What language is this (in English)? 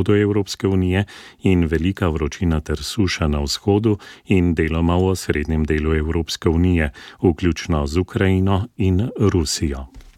Slovenian